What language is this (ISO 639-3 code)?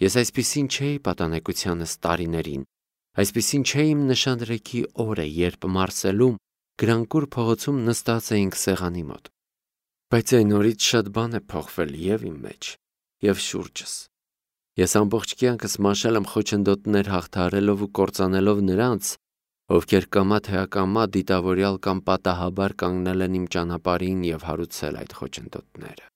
hye